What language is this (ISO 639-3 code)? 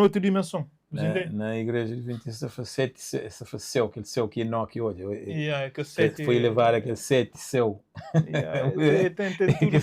kea